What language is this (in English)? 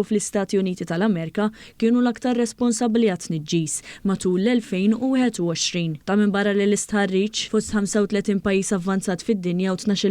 Maltese